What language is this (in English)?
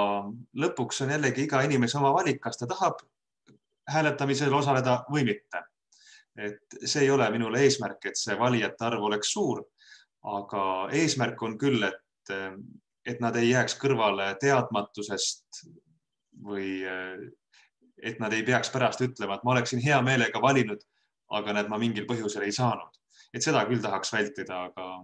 Estonian